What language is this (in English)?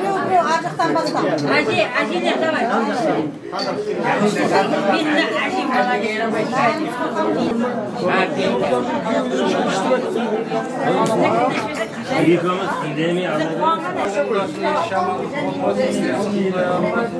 Kazakh